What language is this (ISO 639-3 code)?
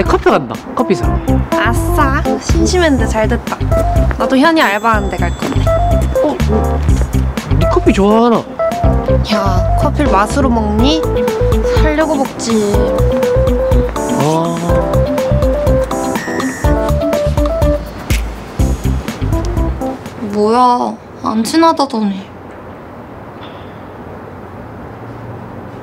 kor